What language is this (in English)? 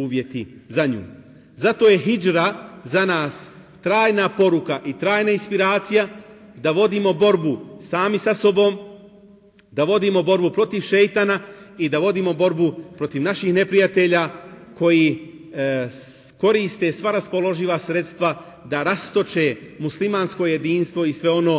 Bosnian